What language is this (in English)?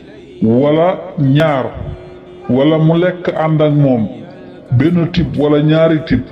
Wolof